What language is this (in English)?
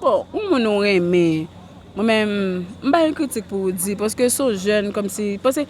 Haitian Creole